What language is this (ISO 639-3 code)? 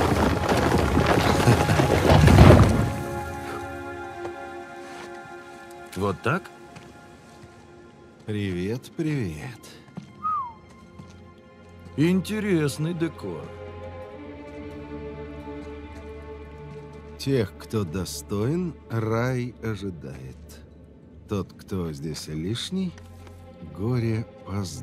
rus